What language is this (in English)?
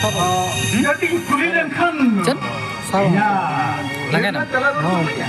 Santali